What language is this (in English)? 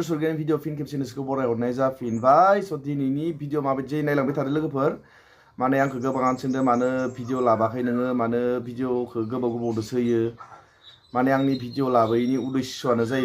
Bodo